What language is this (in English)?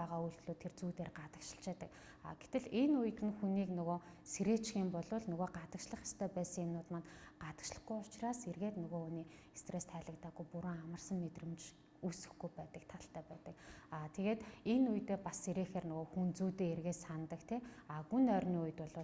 Mongolian